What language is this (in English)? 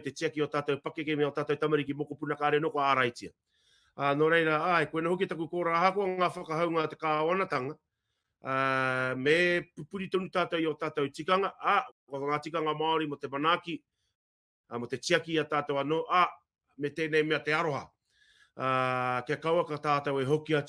Māori